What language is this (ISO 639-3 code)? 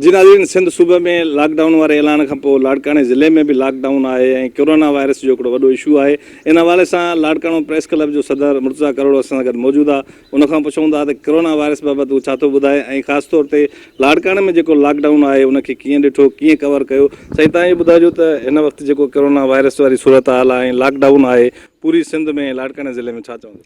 snd